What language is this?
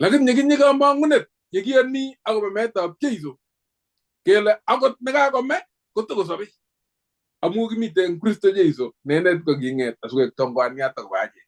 Kalenjin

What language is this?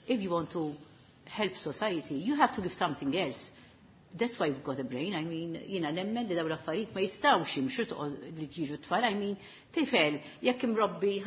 Maltese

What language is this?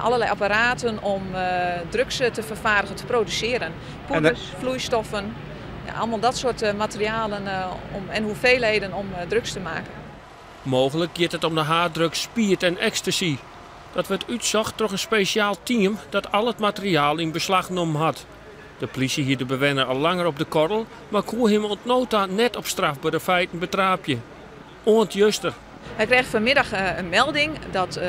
Western Frisian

